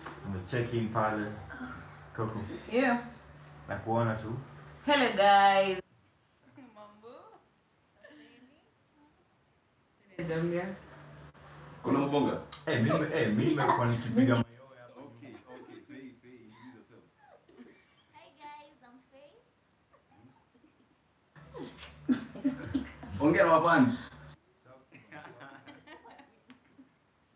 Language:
Swahili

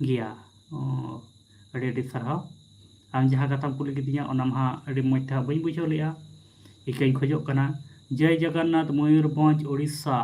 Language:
Santali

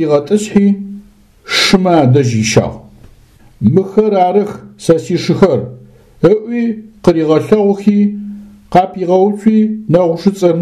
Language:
Adyghe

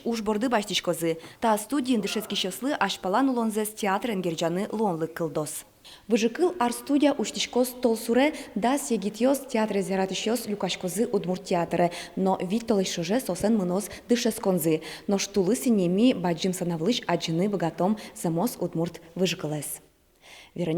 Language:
Udmurt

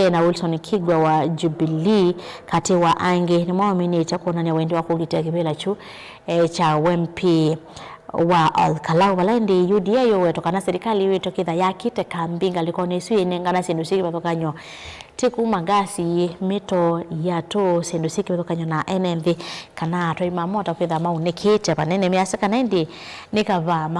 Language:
Kamba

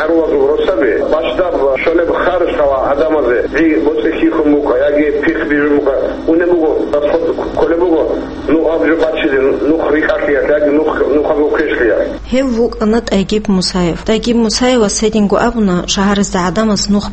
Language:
Avaric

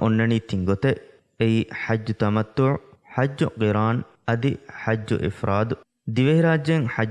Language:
Divehi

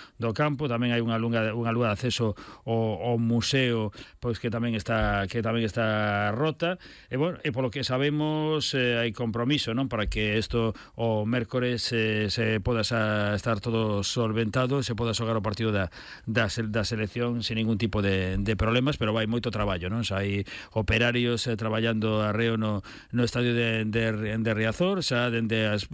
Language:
Galician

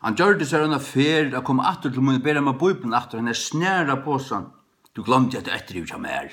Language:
Faroese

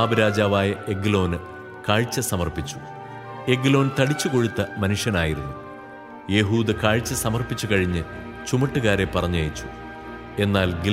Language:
Malayalam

